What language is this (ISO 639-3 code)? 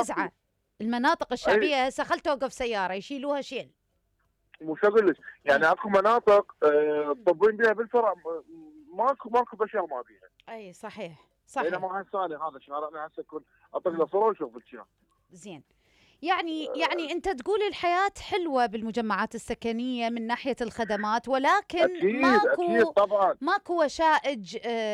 acm